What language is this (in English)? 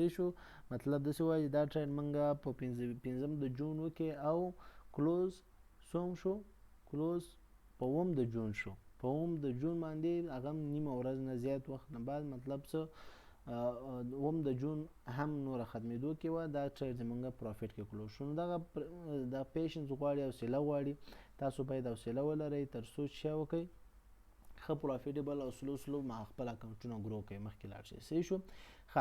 Pashto